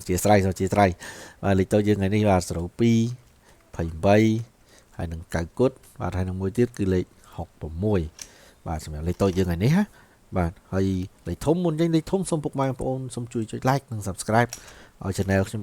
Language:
Khmer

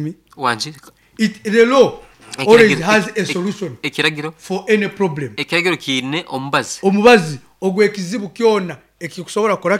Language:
Nyankole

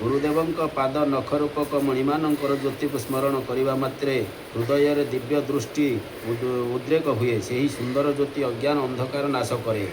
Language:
Odia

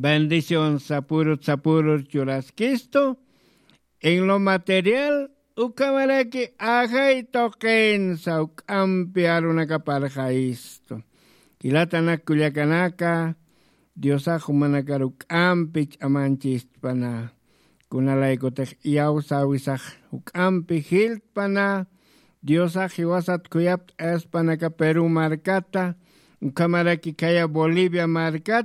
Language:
Aymara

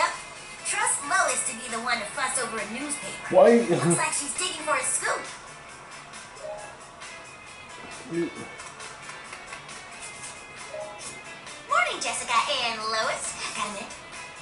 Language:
English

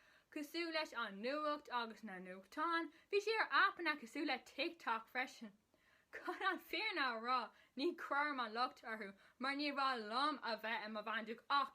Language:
Irish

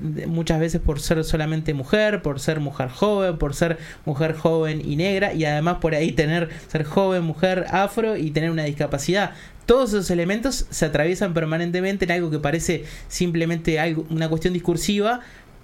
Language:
Spanish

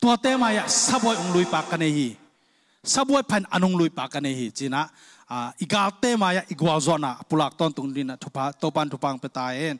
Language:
Tedim Chin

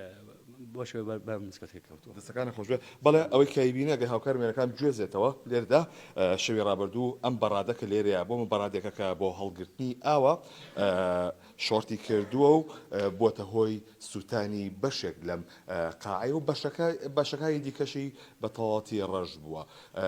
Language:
Central Kurdish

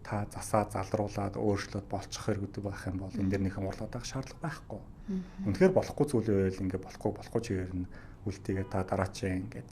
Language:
Mongolian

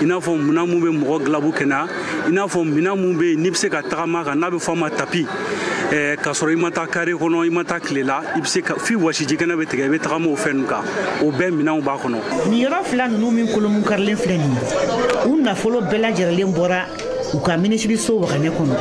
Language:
Bambara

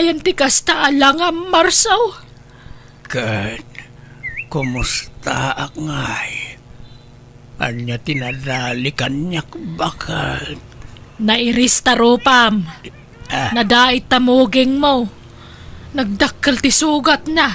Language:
Iloko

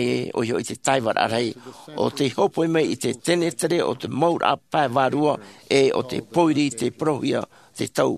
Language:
Tahitian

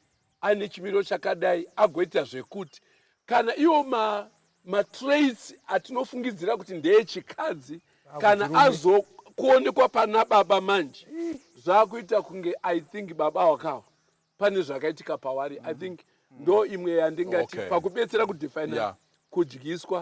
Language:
Shona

